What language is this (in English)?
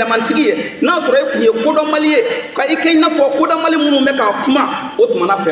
Bambara